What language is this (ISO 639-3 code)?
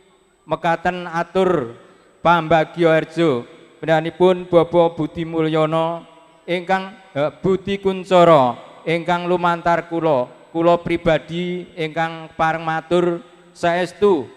jav